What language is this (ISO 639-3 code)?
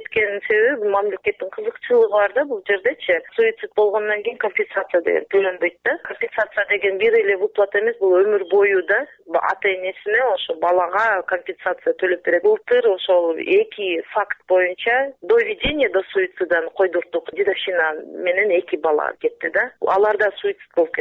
kir